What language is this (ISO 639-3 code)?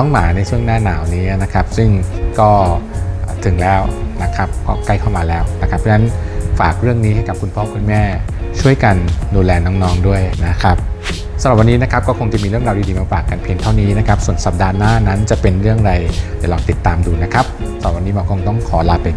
tha